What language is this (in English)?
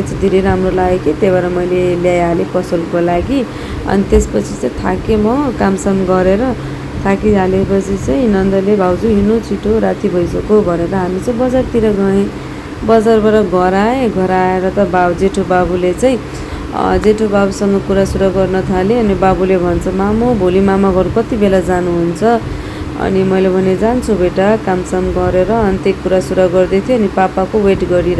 Nepali